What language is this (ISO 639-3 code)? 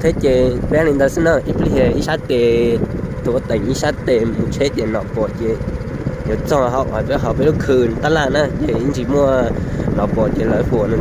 hmn